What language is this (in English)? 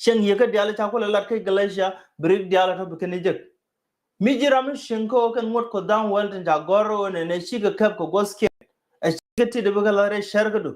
Nuer